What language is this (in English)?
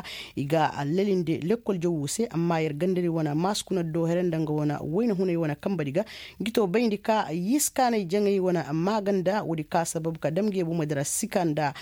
Koyraboro Senni